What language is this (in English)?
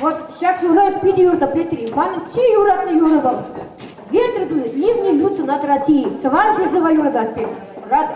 Chuvash